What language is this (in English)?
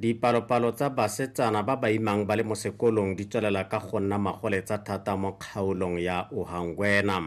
Tswana